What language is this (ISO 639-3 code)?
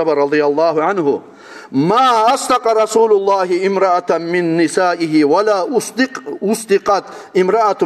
kum